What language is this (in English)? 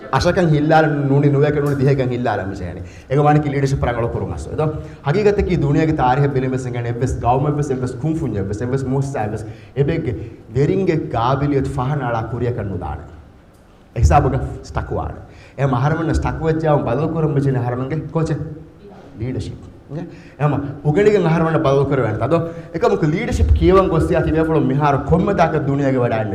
Divehi